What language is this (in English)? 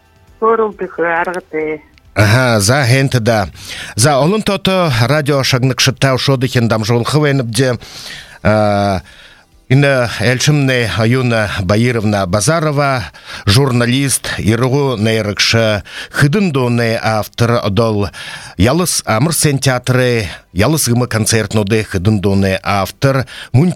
Buriat